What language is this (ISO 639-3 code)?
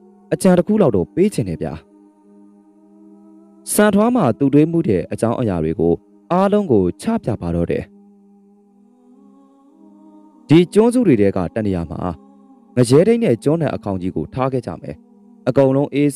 mya